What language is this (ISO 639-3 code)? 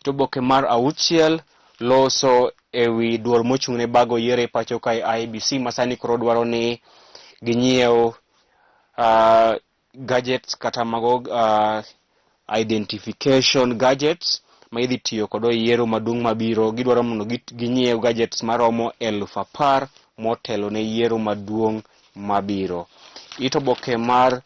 luo